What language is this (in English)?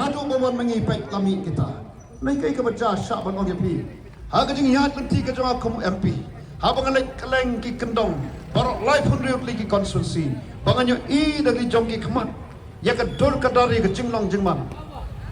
Khasi